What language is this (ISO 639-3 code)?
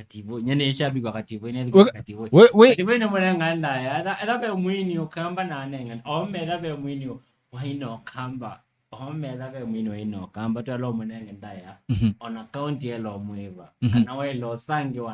kam